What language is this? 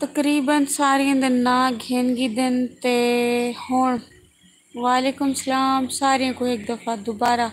Saraiki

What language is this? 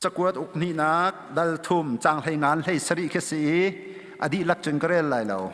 Hakha Chin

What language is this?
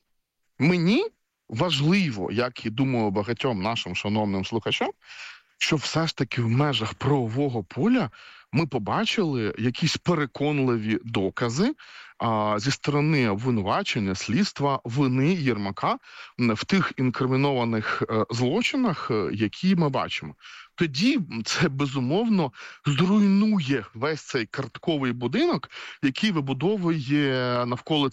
Ukrainian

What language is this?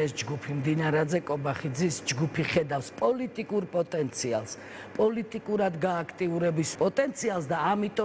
Georgian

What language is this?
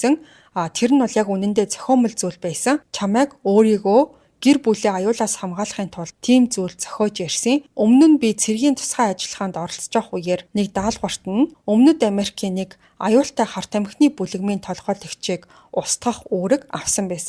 Mongolian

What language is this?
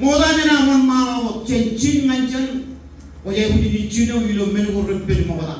Marshallese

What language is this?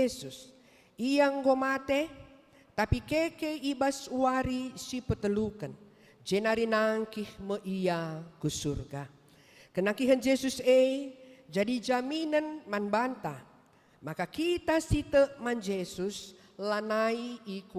Batak Karo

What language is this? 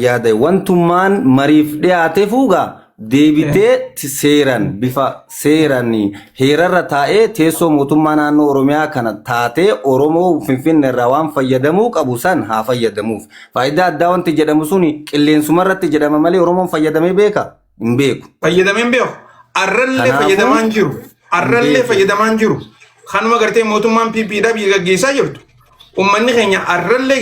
Oromo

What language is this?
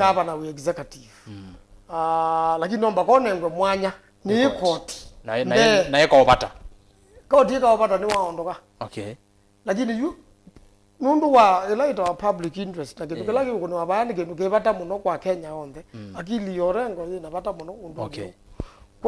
Kamba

